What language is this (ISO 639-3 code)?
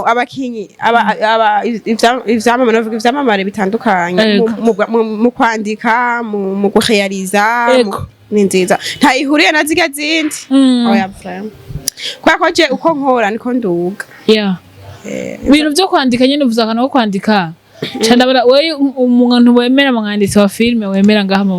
run